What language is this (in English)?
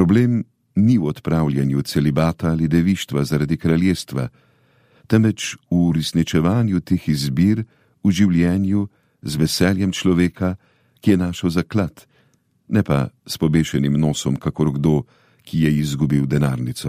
Slovenian